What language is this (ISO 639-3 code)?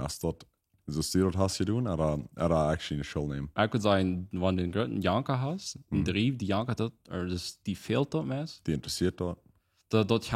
pdt